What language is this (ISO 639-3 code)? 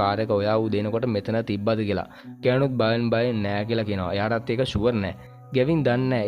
sin